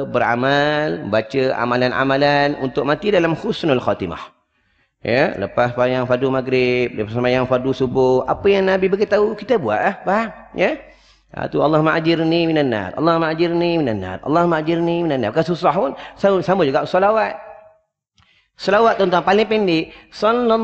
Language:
Malay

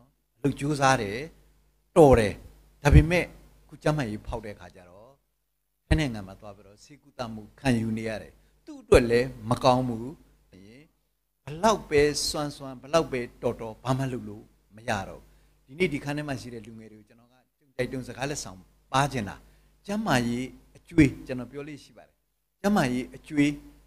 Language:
Burmese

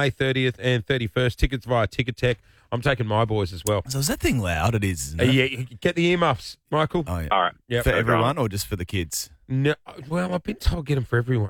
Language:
English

